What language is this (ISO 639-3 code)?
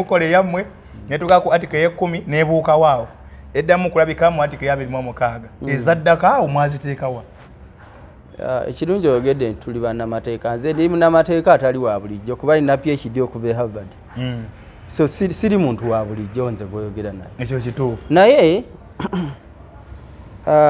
lug